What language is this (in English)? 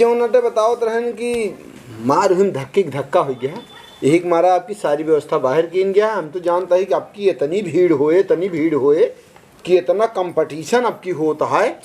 Awadhi